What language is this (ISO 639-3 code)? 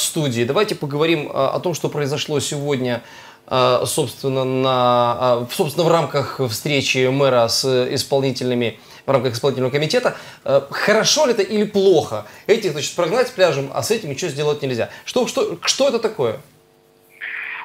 rus